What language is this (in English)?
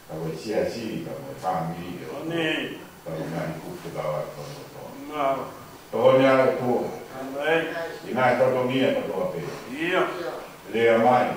Tongan